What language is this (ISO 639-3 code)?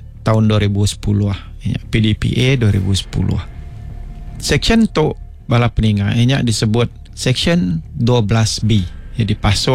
iba